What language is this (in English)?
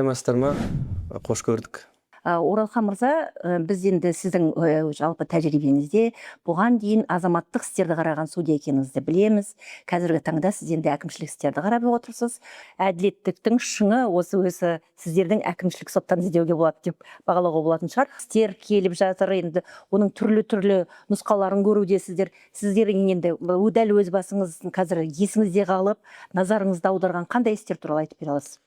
Kazakh